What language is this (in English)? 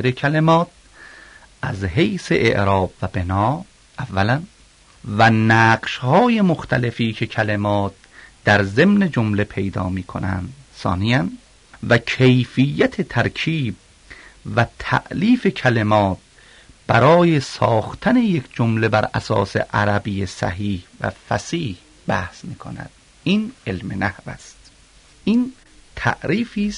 Persian